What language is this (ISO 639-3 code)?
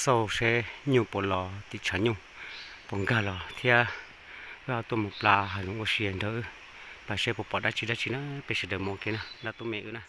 hmn